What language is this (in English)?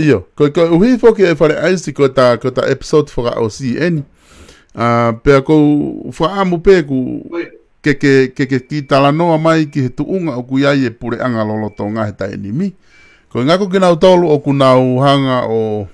Tongan